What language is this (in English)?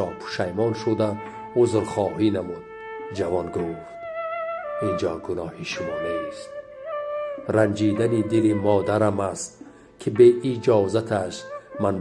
Tajik